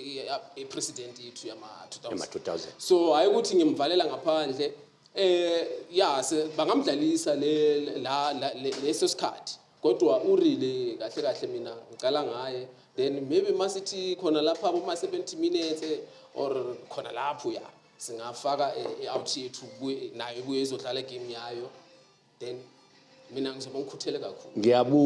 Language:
Zulu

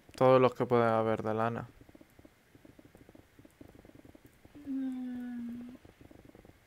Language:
Spanish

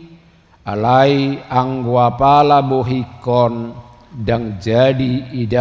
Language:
Batak Toba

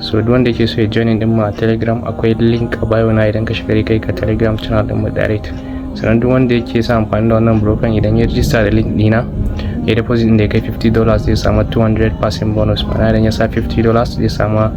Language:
Hausa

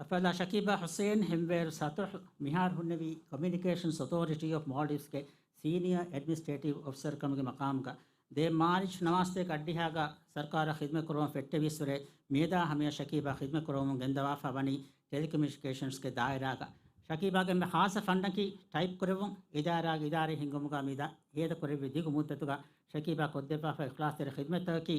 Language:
Divehi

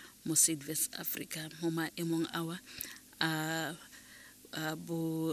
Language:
Tswana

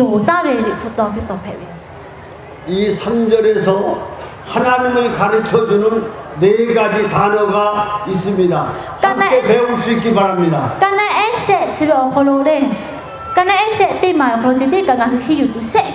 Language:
Lahu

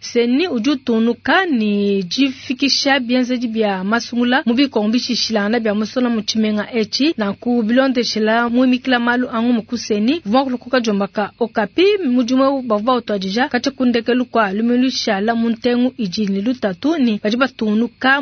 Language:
Luba-Lulua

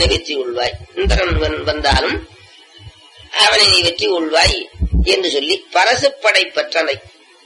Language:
Tamil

